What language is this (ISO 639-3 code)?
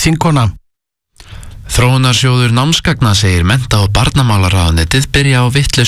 isl